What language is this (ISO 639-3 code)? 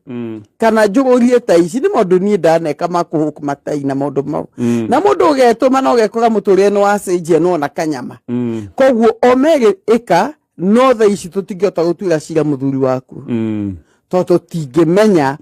kik